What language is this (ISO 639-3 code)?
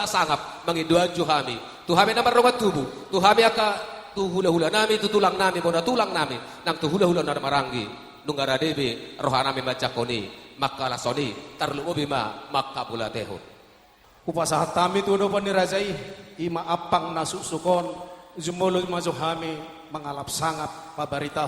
bbc